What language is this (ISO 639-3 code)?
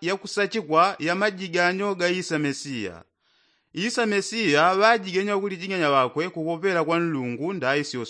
yao